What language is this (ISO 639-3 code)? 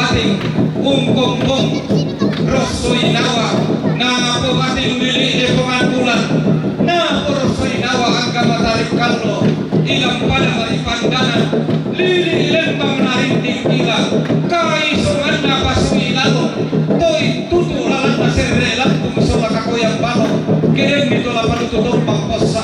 sda